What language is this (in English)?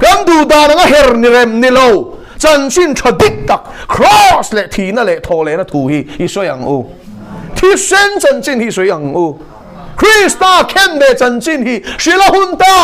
Mizo